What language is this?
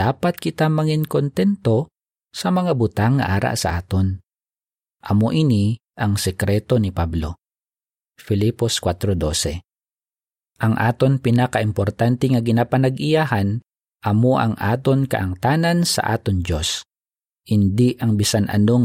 Hiligaynon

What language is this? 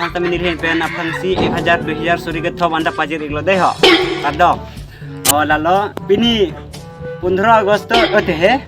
Karbi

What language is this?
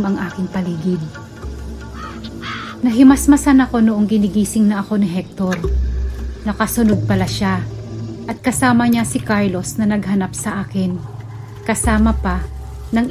Filipino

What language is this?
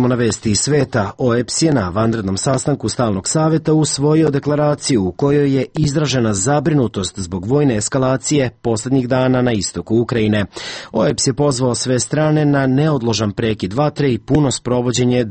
Serbian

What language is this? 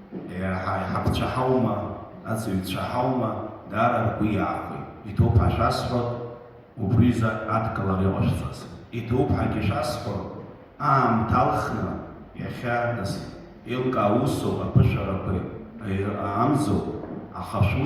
Abkhazian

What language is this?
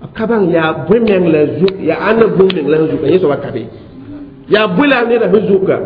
Mossi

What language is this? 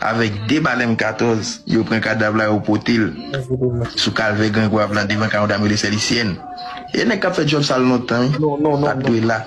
Haitian Creole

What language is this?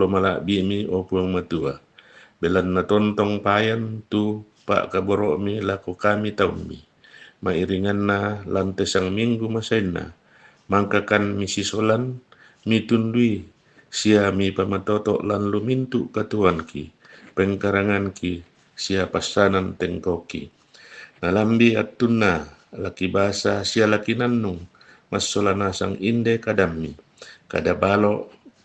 Toraja-Sa'dan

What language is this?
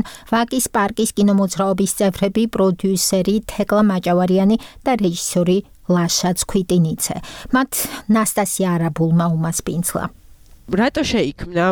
Georgian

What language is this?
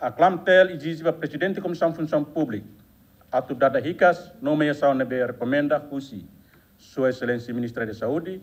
Tetum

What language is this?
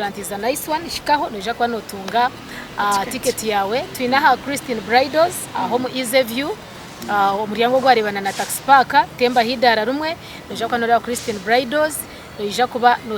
Nyankole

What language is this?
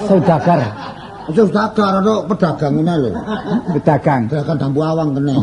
Javanese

